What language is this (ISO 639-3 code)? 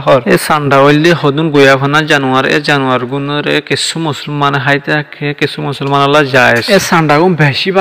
rhg